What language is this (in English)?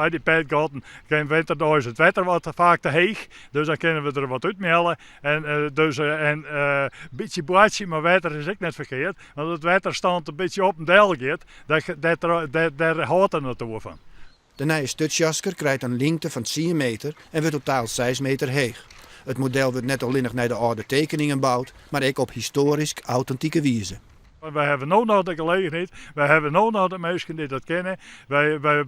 Western Frisian